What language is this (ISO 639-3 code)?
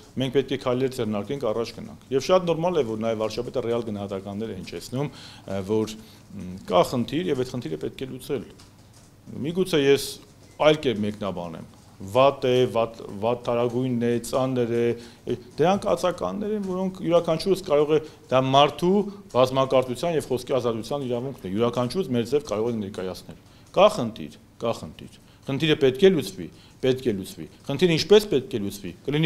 hye